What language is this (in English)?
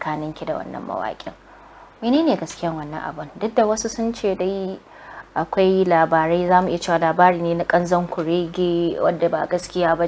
Hausa